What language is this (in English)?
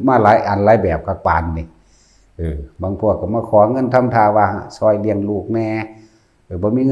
Northeastern Thai